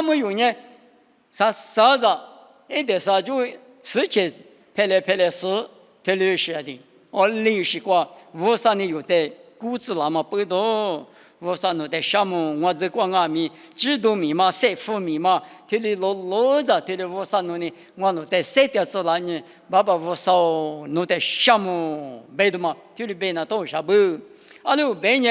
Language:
Lisu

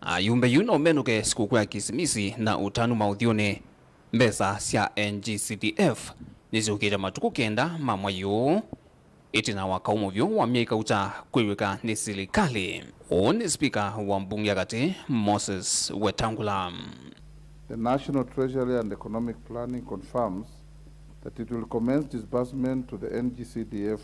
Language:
Kamba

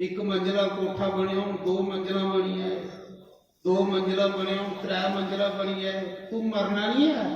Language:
Dogri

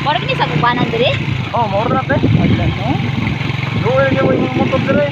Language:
Cebuano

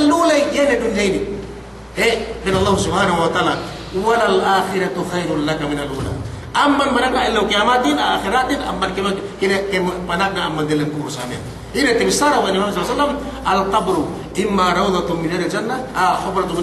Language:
Yakan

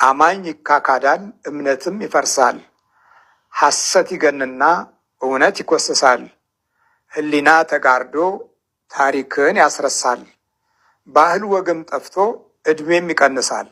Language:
Amharic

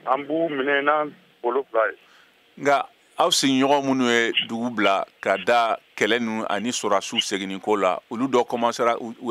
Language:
Bambara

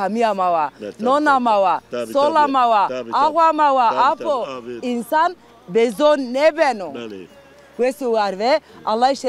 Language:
Zaza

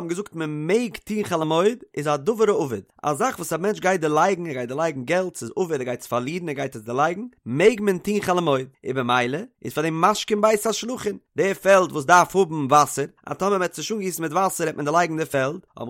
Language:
Yiddish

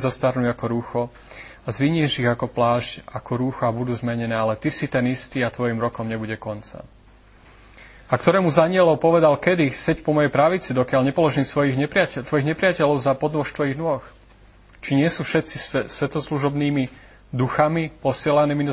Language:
Slovak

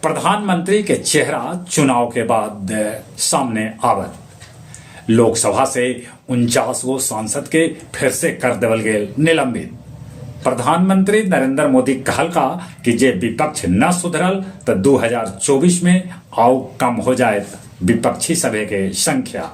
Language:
Magahi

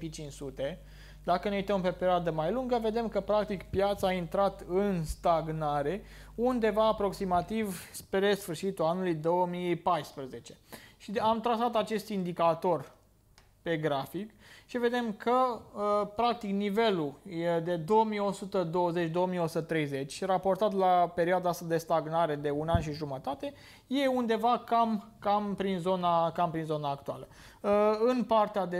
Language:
Romanian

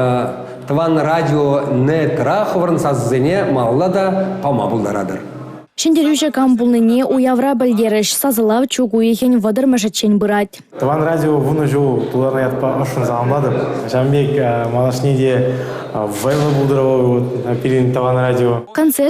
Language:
Chuvash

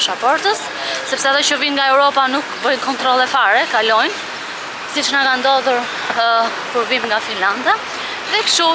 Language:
Albanian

